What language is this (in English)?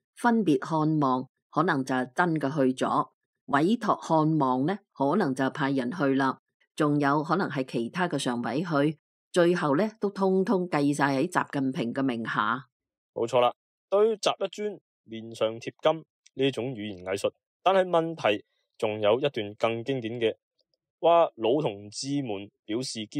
Cantonese